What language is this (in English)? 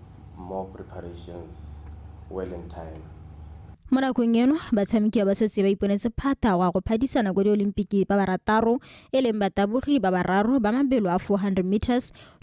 Tswana